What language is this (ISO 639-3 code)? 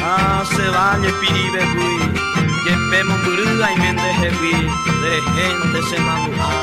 grn